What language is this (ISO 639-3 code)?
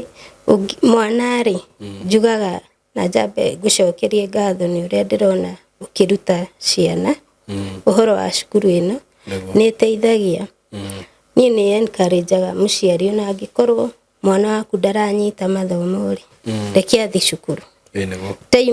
kik